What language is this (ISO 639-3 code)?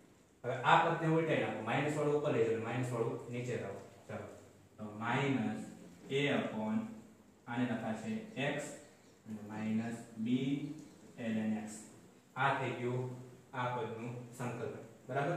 guj